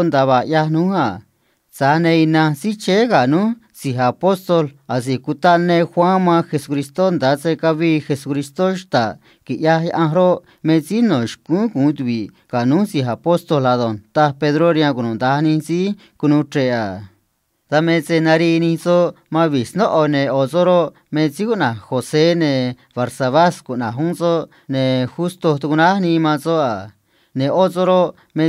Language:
Copala Triqui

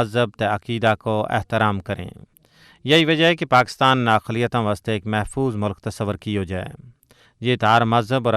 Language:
Gujari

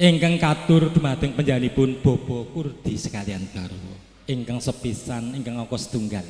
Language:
Javanese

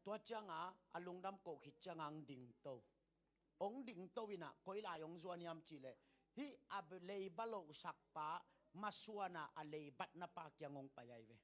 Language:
Tedim Chin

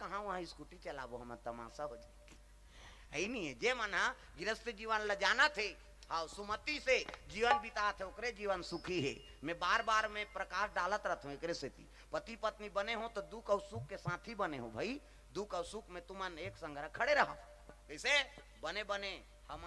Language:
Chhattisgarhi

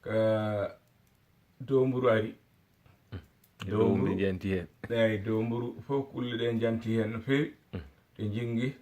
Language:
Fula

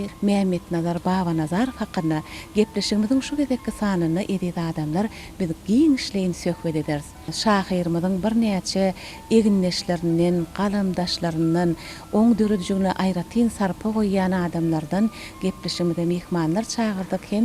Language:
Turkmen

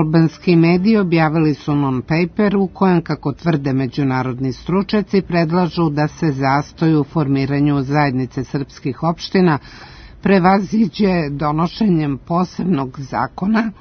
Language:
Serbian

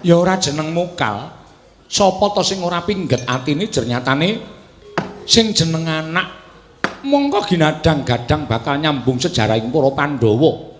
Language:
Javanese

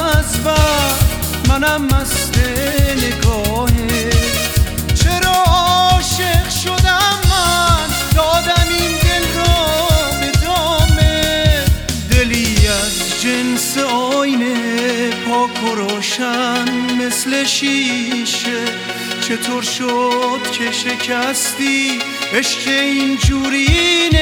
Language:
Persian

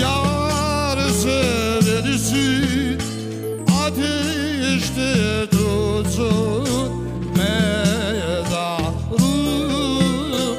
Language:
Crimean Tatar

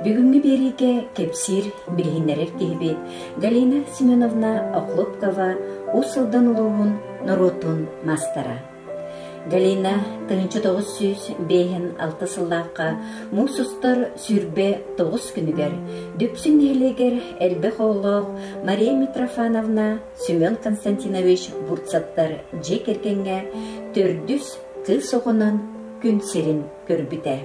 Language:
Yakut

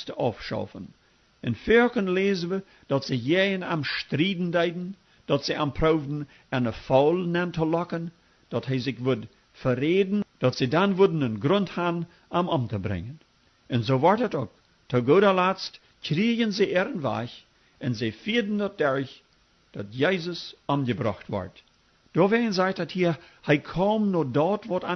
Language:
Plautdietsch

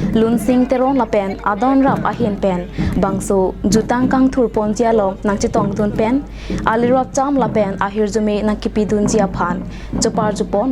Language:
Karbi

